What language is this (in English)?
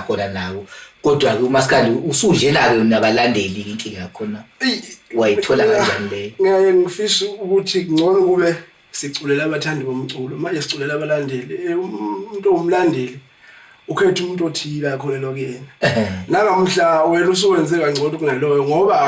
Zulu